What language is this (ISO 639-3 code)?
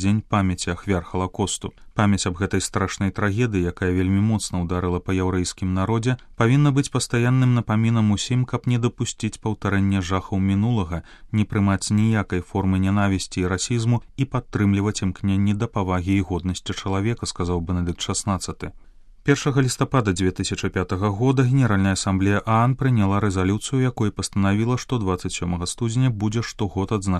bel